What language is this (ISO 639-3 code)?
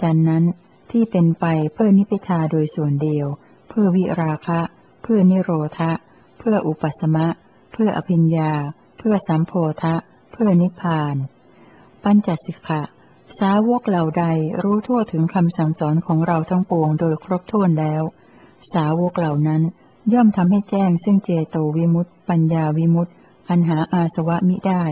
tha